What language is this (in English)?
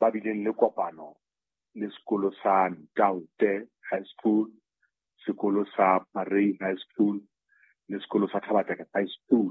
Southern Sotho